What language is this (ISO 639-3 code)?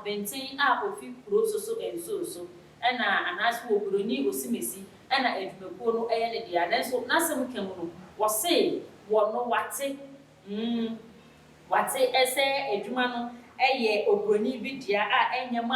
aka